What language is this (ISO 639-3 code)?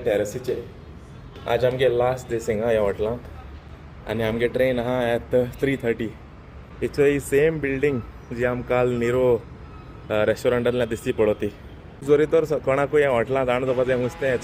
kok